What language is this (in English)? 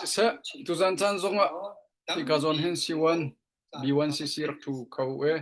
Hakha Chin